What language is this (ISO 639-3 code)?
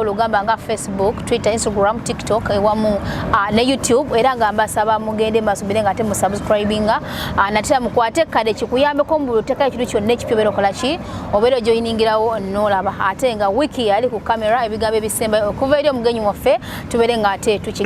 lug